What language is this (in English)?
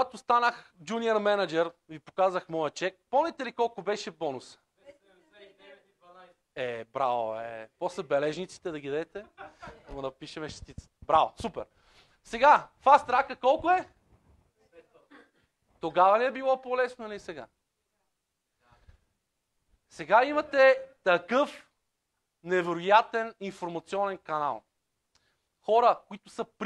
Bulgarian